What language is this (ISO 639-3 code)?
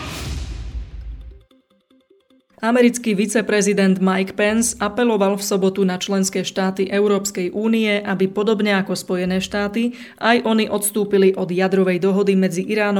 slk